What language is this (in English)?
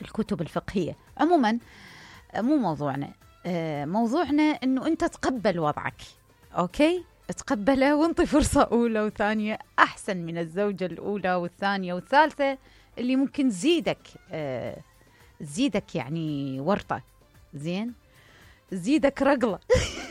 Mesopotamian Arabic